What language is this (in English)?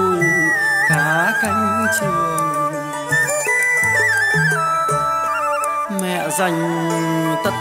Vietnamese